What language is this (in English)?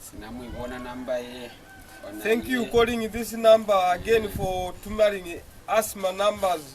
Lozi